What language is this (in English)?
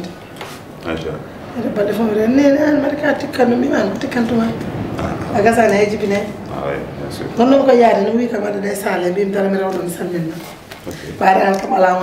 Fula